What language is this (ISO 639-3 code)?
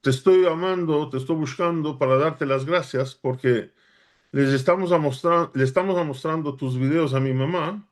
lad